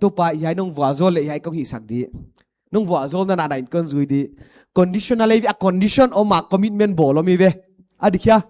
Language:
Paite Chin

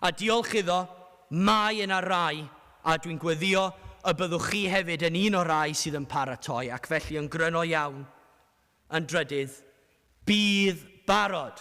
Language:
Welsh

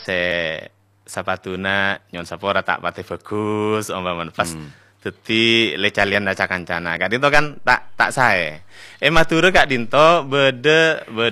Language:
Madurese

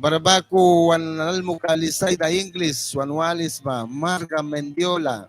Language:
Mískito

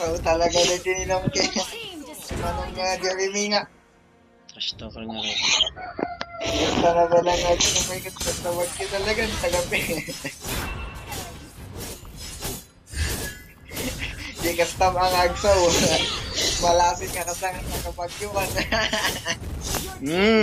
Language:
Filipino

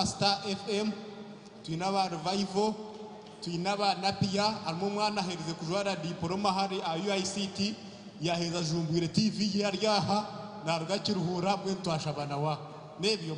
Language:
Nyankole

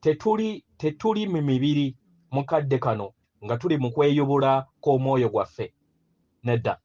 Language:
Ganda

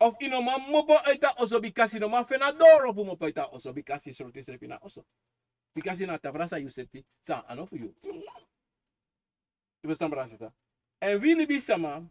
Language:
Sranan Tongo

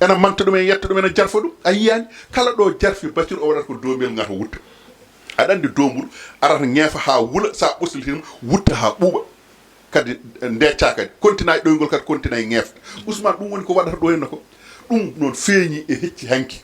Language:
Fula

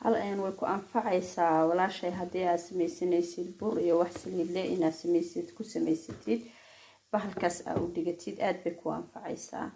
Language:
Somali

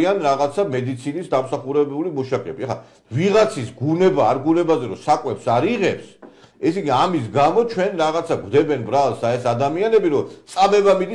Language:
Georgian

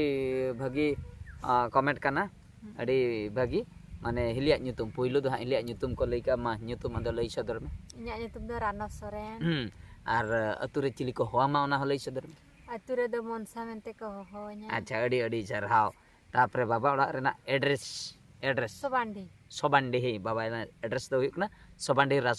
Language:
Santali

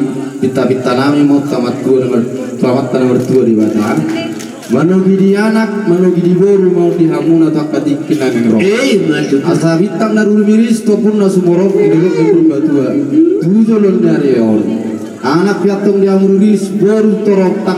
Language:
Batak Toba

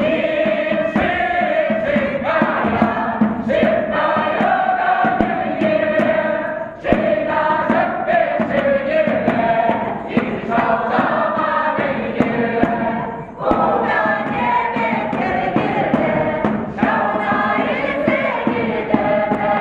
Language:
Chuvash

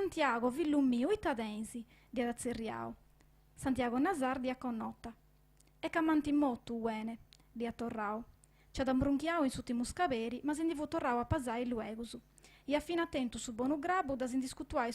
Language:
Sardinian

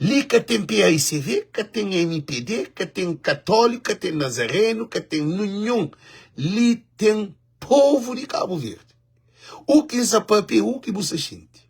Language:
Kabuverdianu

